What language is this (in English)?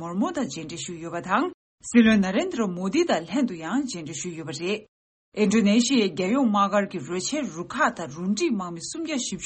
Tibetan